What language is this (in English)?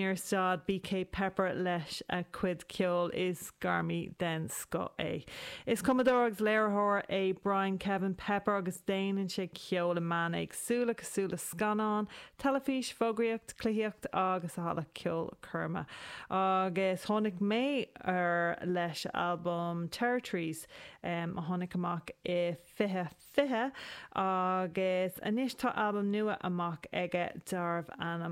Irish